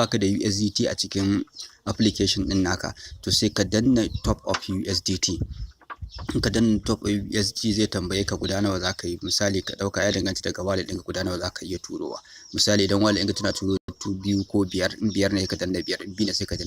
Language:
Hausa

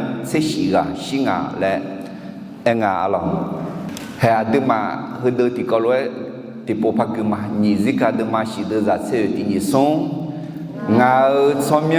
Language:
Akha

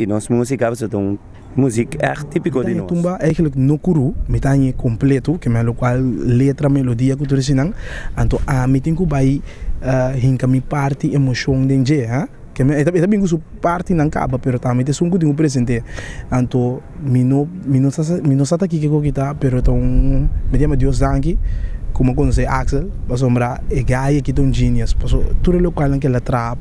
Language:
Papiamento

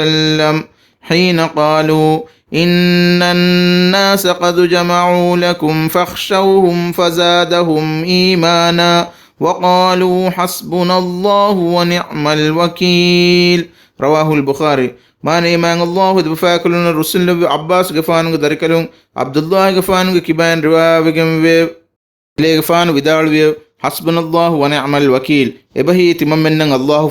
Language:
Divehi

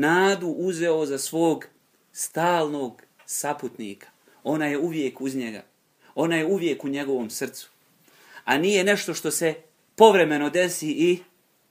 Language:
Bosnian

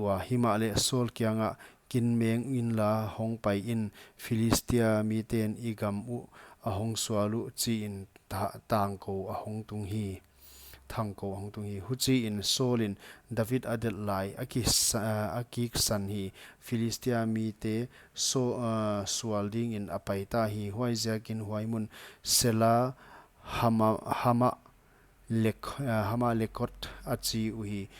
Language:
Paite Chin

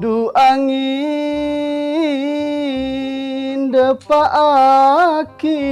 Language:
Madurese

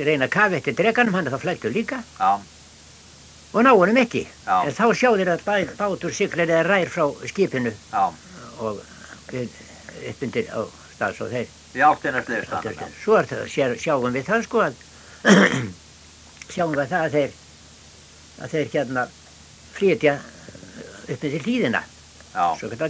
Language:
Icelandic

